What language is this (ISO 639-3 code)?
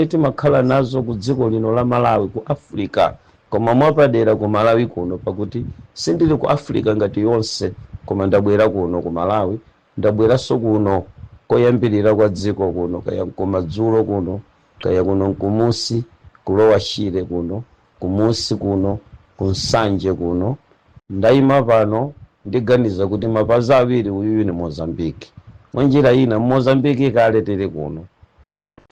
nya